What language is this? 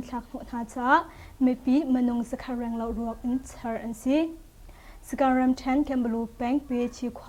Hakha Chin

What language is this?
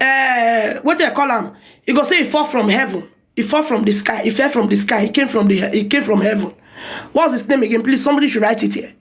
Nigerian Pidgin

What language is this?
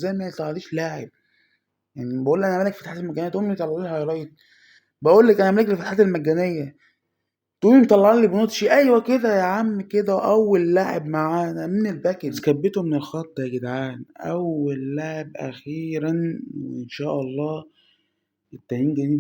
Egyptian Arabic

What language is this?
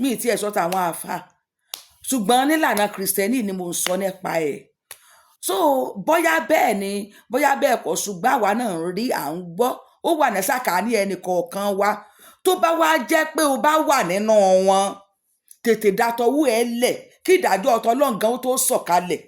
Yoruba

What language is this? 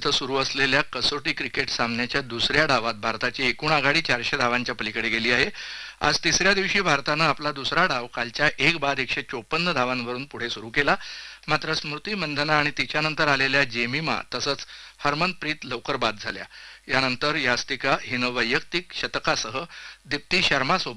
Marathi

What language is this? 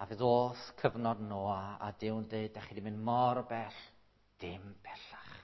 Welsh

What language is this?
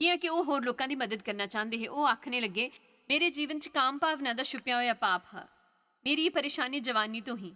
Dogri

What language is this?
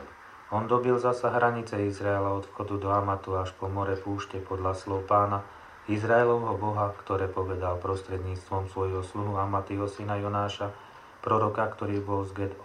Slovak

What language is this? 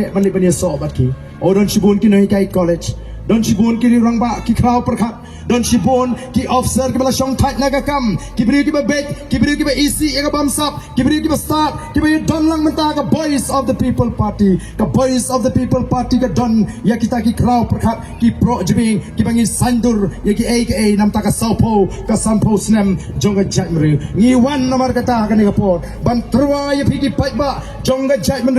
Khasi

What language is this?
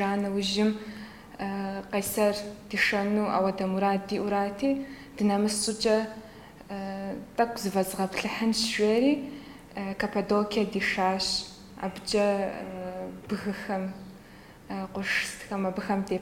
Kabardian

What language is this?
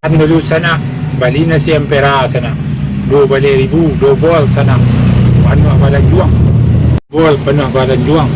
Minangkabau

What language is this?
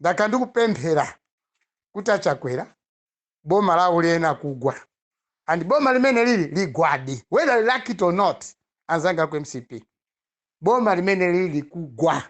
Nyanja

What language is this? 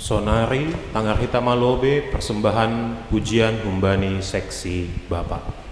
Batak Simalungun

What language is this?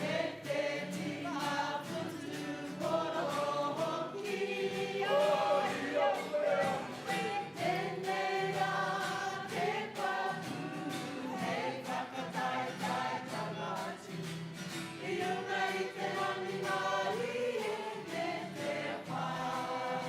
Māori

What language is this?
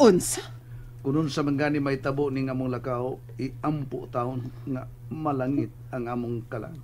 Cebuano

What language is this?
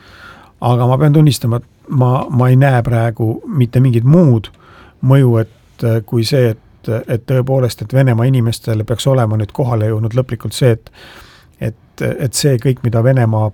Estonian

